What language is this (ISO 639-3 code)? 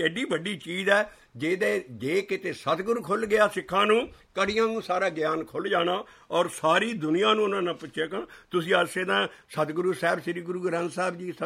pan